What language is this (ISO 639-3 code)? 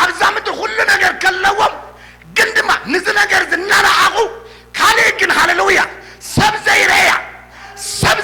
tir